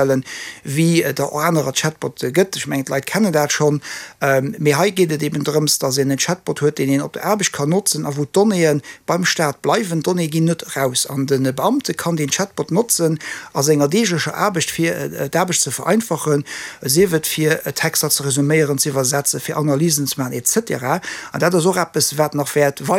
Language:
Luxembourgish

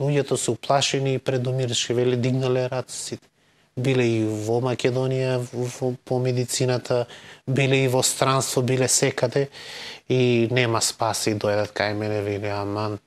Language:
Macedonian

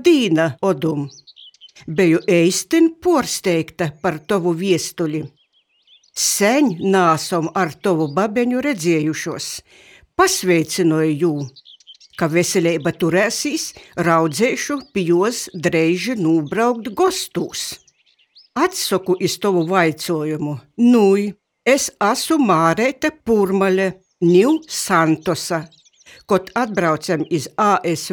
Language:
Latgalian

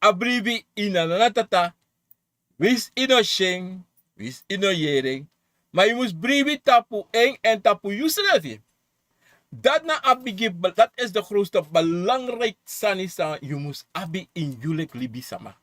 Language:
Sranan Tongo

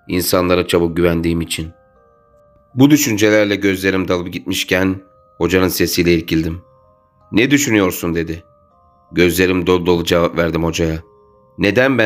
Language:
Turkish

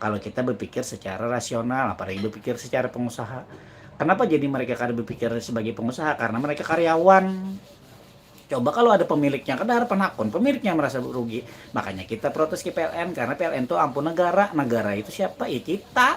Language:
Banjar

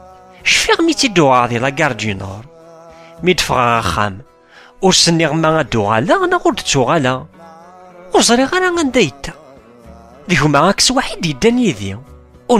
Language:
Kabyle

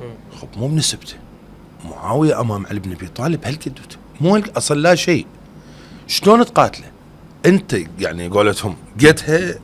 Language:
Mesopotamian Arabic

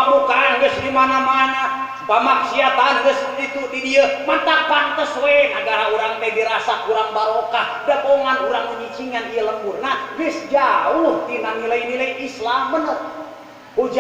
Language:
Sundanese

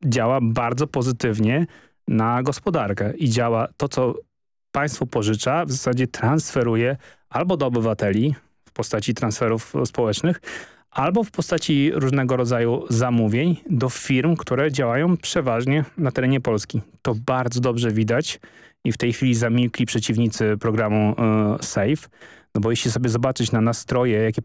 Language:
Polish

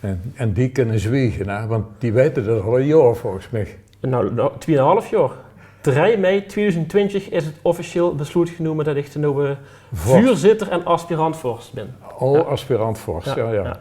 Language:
Limburgish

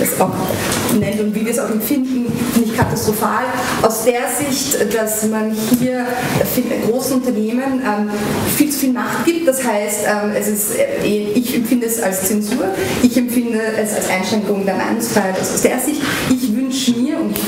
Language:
German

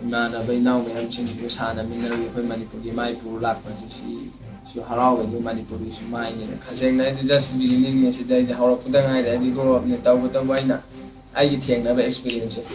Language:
Manipuri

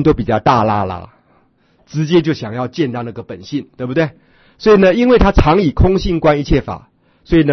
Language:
Chinese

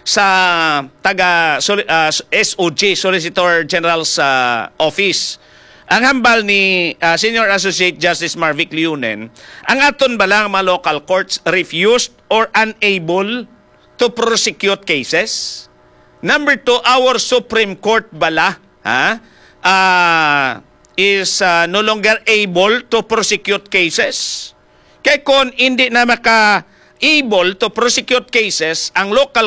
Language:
Hiligaynon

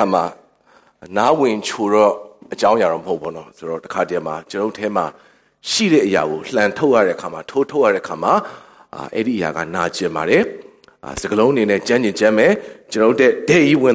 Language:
Burmese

